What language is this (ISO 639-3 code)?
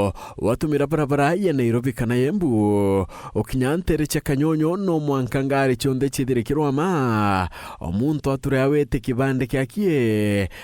mer